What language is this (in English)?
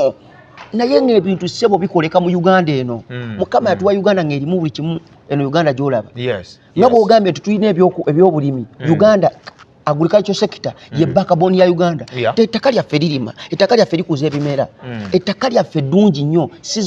Ganda